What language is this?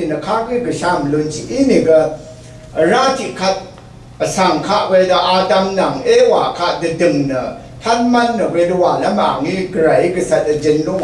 Rawang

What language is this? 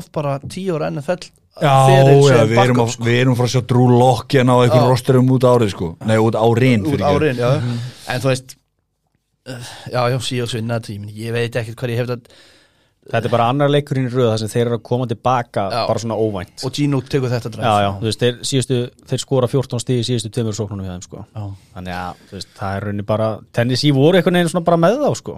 Icelandic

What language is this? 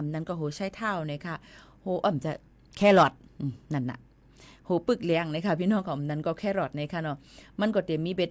Shan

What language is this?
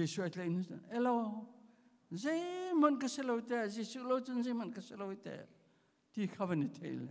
Hakha Chin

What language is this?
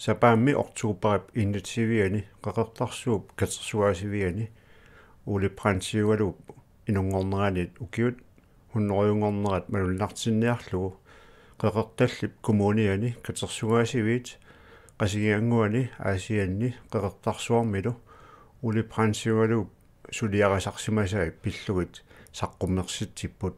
Kalaallisut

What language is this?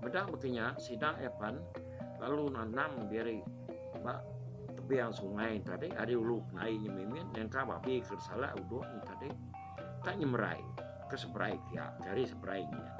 Iban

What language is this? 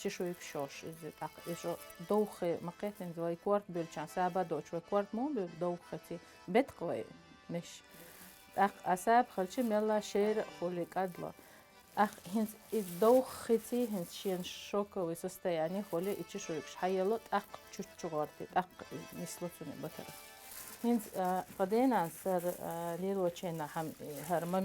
Chechen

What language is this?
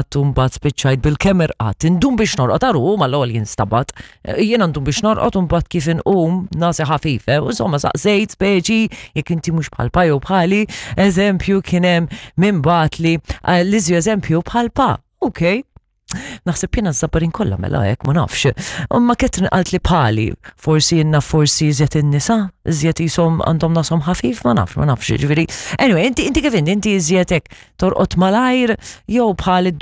Maltese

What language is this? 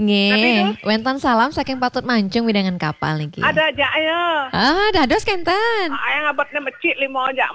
Balinese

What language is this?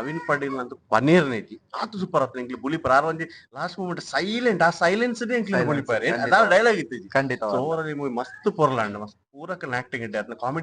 Tulu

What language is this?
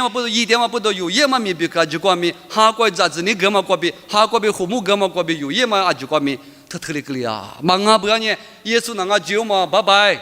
Lisu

